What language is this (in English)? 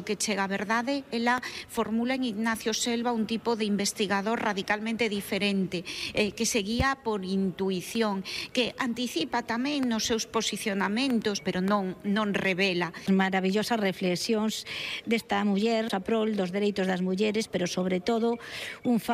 Galician